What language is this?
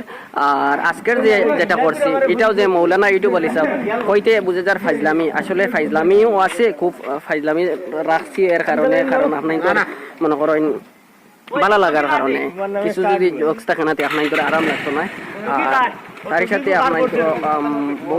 Sylheti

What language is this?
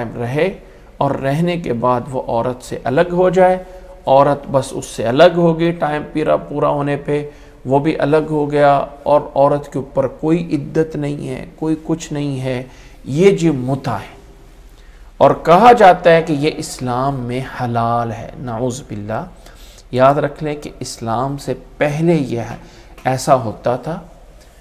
Urdu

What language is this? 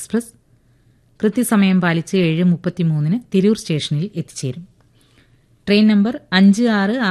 Malayalam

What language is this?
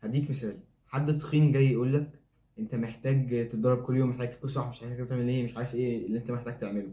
Egyptian Arabic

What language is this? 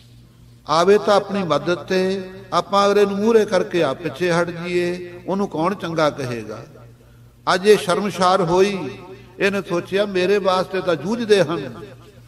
Punjabi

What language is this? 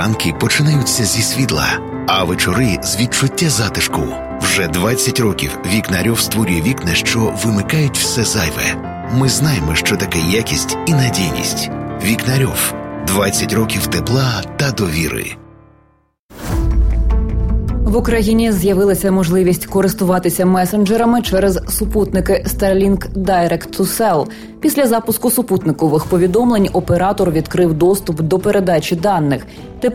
Ukrainian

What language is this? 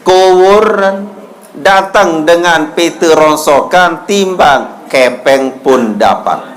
Sasak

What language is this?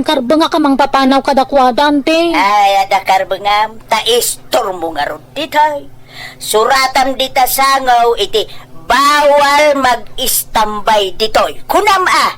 Iloko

